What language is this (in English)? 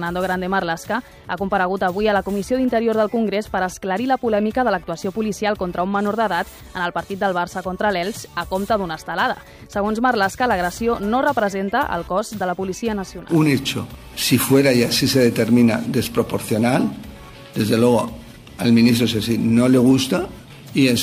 Catalan